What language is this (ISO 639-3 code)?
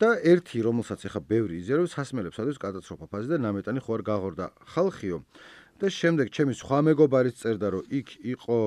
kat